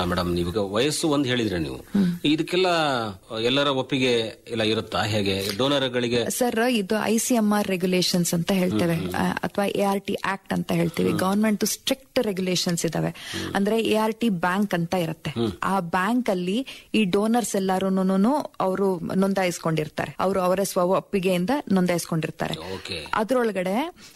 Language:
Kannada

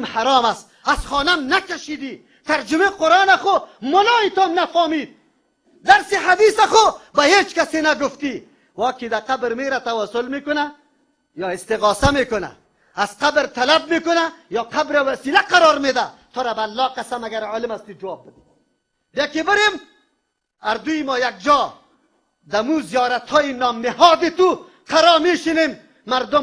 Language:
Tajik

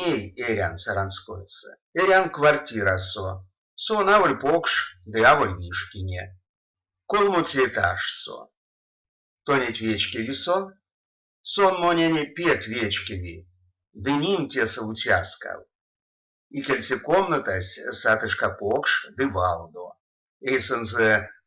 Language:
Erzya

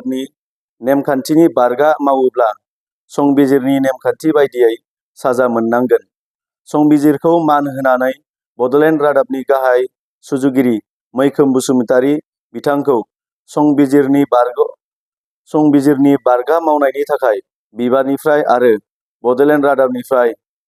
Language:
Bodo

